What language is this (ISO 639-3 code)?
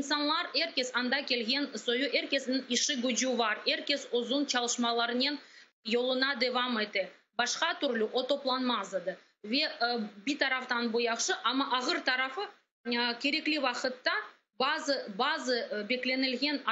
crh